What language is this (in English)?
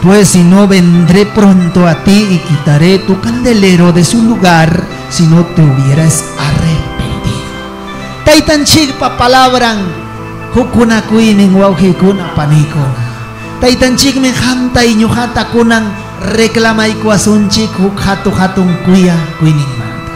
Ayacucho Quechua